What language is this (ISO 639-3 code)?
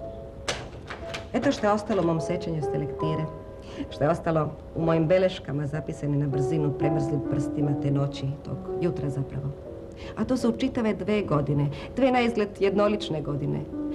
srp